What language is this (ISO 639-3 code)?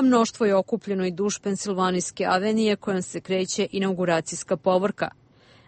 hrv